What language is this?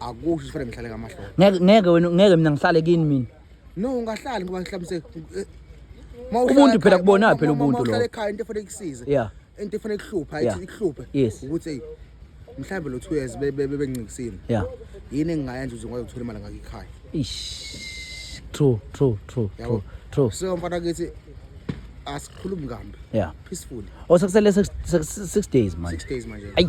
Zulu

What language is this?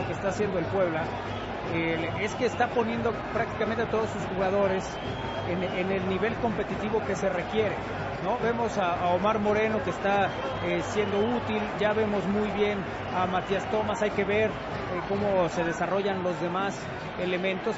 Spanish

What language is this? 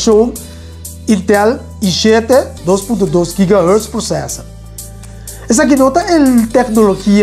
Portuguese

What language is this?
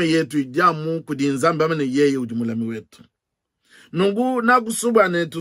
Luba-Lulua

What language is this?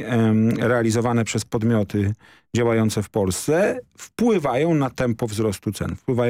Polish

